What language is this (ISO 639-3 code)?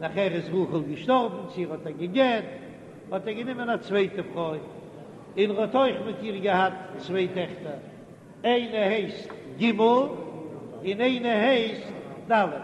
yid